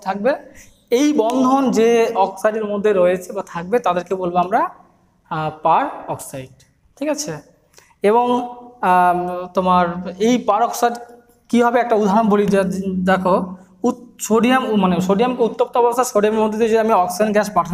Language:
Bangla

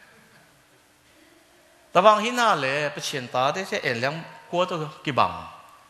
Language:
Burmese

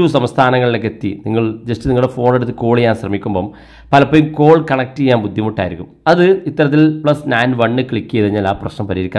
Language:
Malayalam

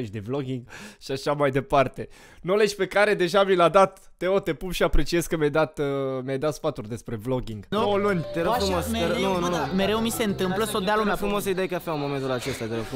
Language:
Romanian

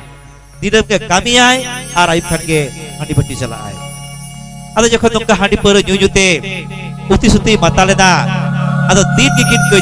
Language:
Santali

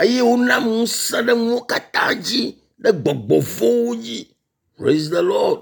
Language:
Ewe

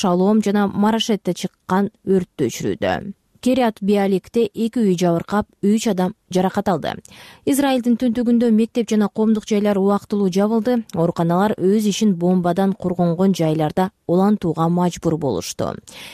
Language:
Kyrgyz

